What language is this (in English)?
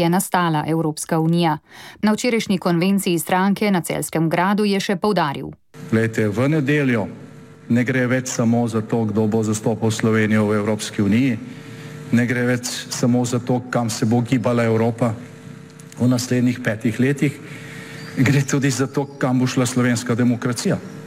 Slovenian